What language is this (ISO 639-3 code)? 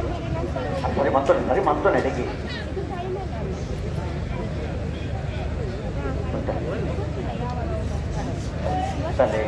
kan